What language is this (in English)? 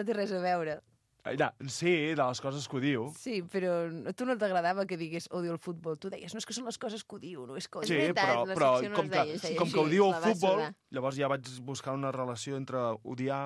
Catalan